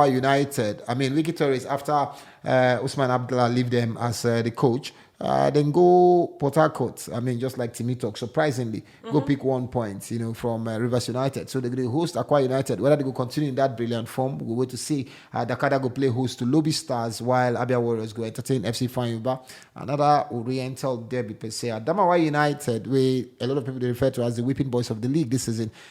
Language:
Nigerian Pidgin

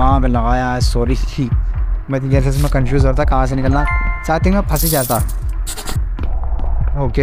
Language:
Hindi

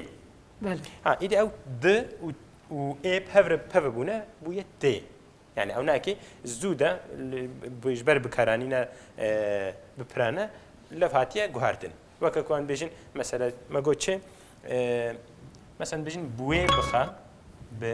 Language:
Kurdish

